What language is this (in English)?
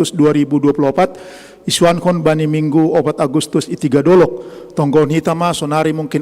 Batak Simalungun